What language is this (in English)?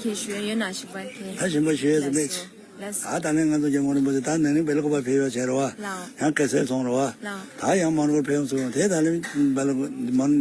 Tibetan